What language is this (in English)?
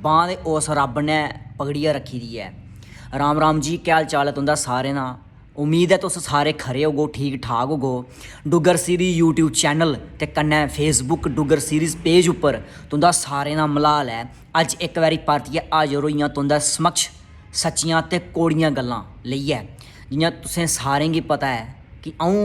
Dogri